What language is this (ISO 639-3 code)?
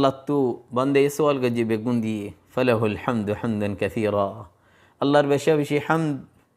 rhg